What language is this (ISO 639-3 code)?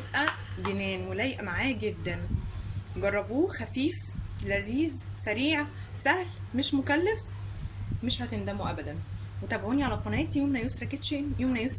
arz